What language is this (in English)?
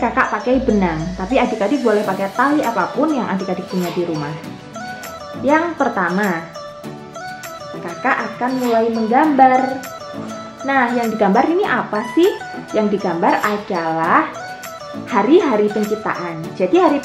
Indonesian